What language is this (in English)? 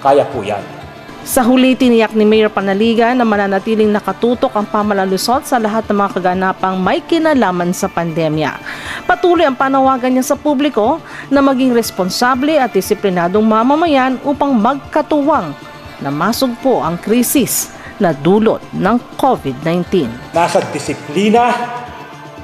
Filipino